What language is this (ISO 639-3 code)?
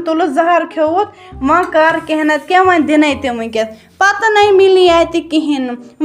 kas